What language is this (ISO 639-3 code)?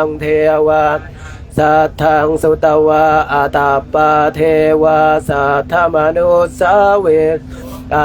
pli